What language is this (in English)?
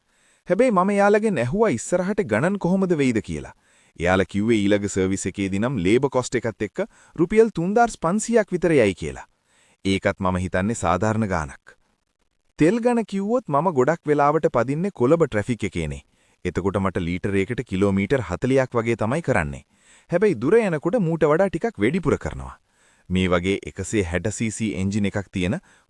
Sinhala